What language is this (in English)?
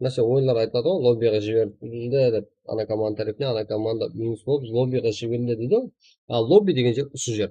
Kara-Kalpak